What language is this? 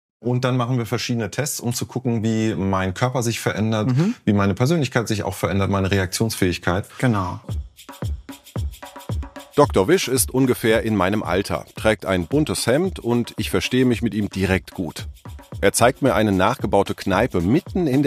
German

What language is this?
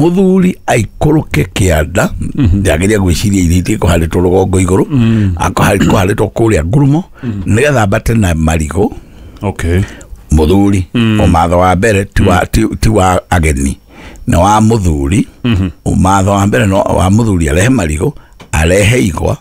Kikuyu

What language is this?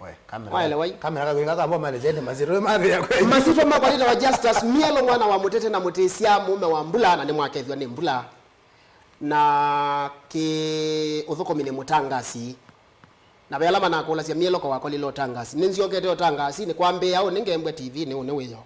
Kamba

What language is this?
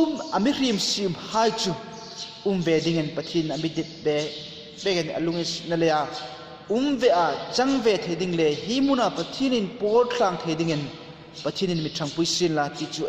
Hmar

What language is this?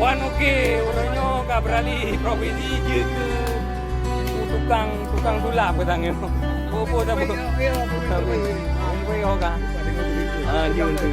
Achinese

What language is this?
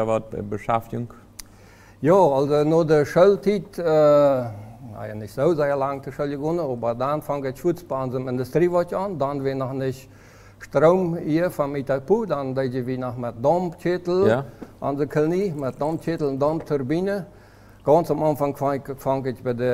Plautdietsch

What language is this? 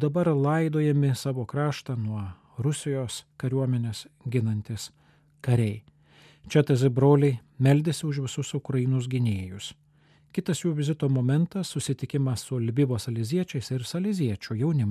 Lithuanian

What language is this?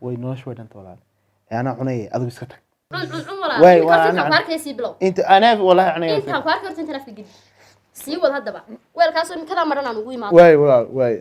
Somali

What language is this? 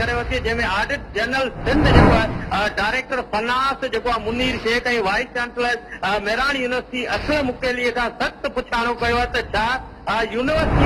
Sindhi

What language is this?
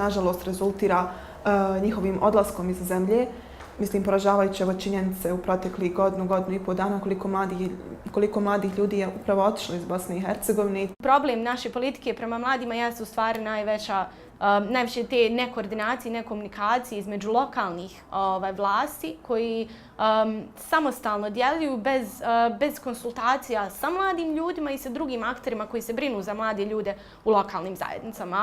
Bosnian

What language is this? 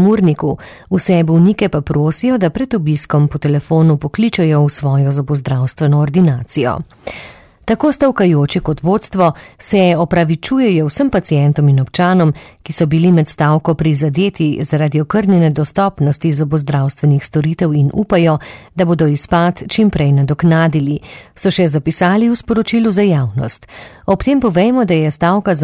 Slovenian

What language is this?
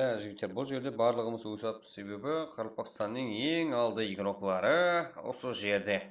Kara-Kalpak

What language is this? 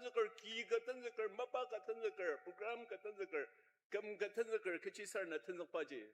Ao Naga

